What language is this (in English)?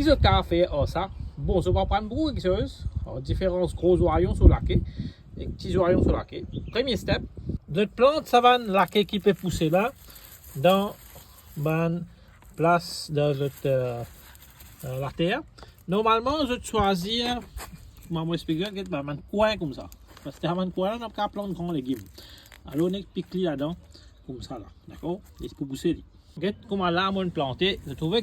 Morisyen